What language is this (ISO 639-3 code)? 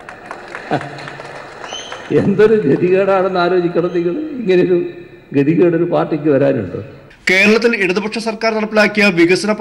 mal